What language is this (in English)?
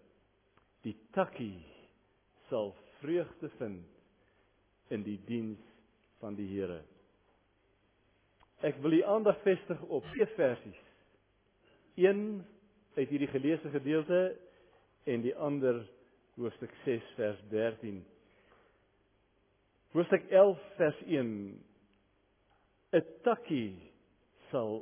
Afrikaans